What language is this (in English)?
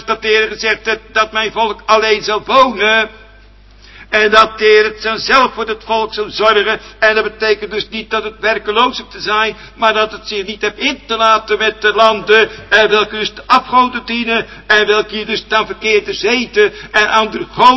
Dutch